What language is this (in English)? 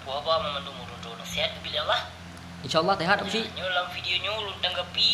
Achinese